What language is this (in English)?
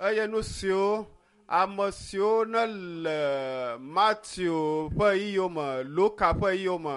Ewe